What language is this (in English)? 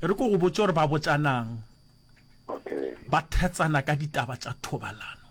Northern Sotho